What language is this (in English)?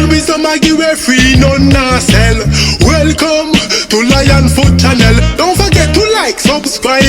Jamaican Creole English